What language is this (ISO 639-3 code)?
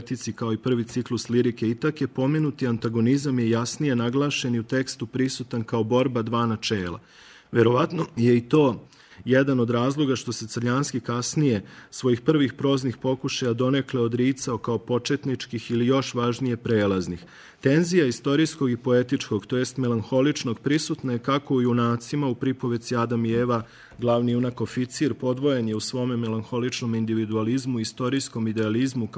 srp